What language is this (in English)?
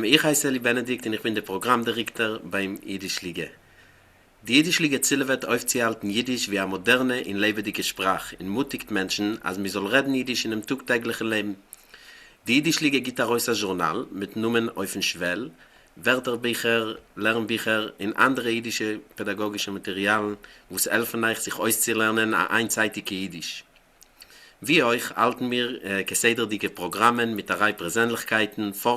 Yiddish